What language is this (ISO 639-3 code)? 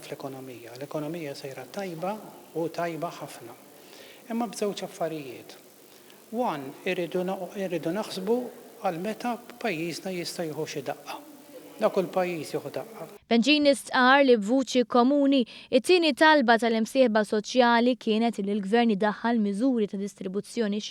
mlt